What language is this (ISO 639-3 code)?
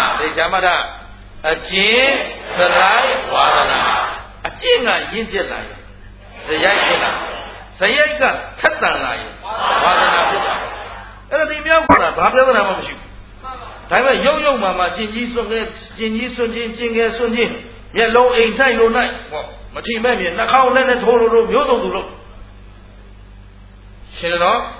mya